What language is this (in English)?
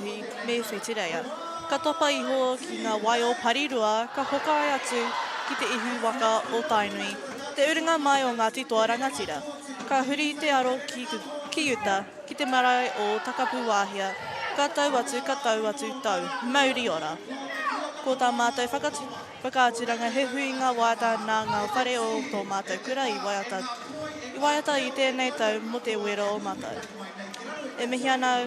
Māori